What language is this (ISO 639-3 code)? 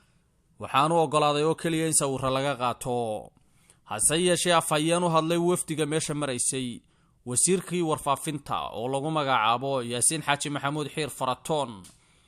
som